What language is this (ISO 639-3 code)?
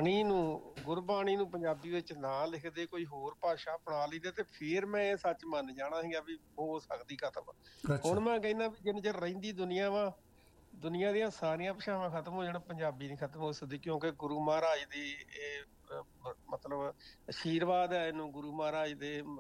pan